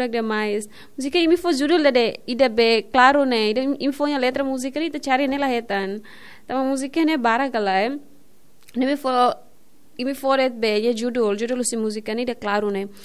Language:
Tetum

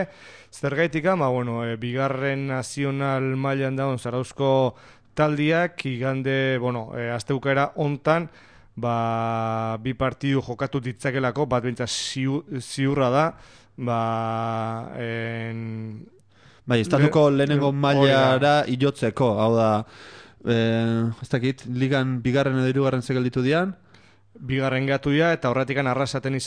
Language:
Basque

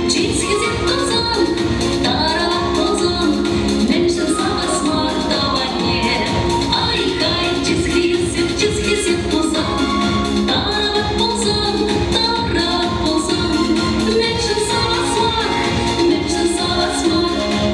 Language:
Chuvash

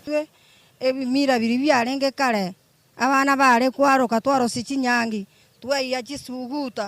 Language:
Gusii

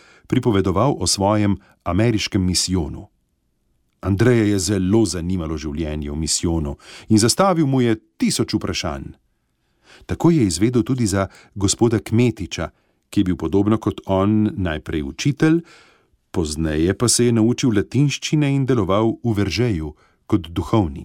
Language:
Slovenian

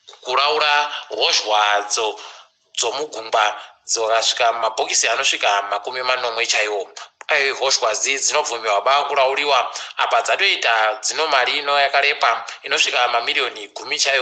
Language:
Ndau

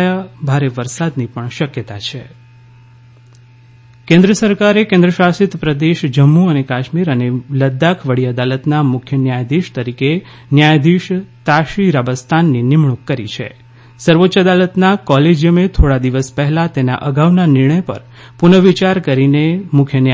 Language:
Gujarati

